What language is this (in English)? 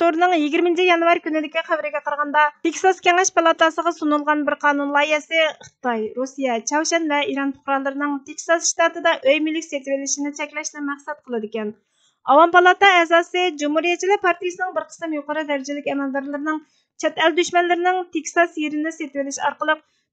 Uyghur